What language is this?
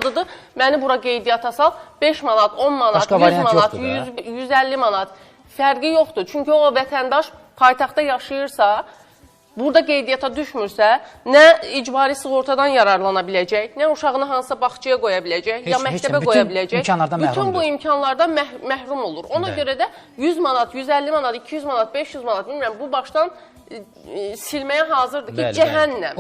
Azerbaijani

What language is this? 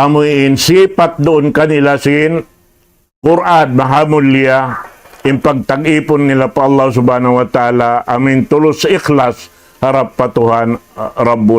Tausug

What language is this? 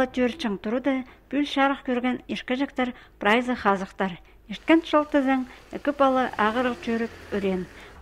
Khakas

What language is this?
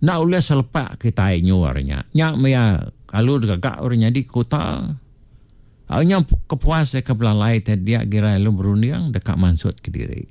Iban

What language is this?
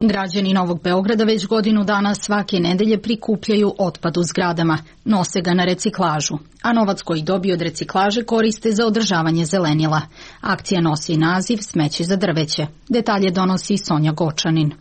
Serbian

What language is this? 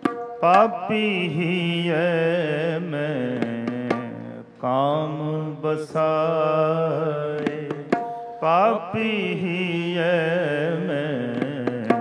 Punjabi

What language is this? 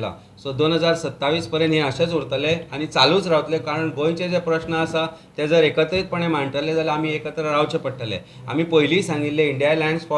Konkani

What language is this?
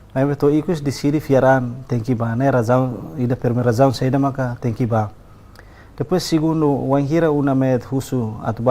Tetum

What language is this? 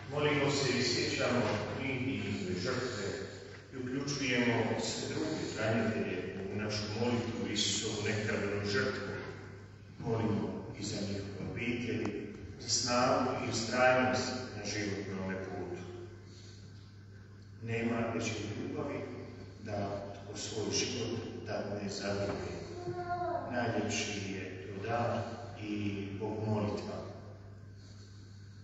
Croatian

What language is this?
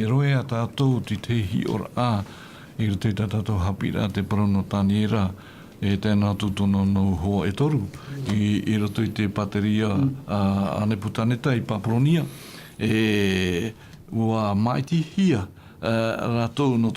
Tahitian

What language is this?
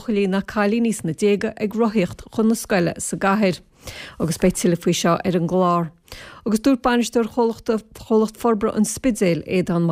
Irish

